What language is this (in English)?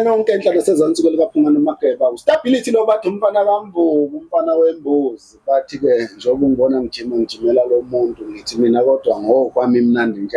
Zulu